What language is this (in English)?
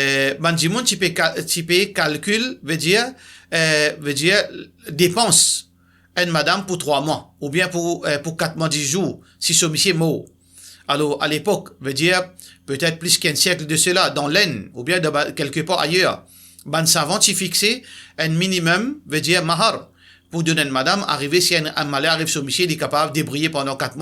Morisyen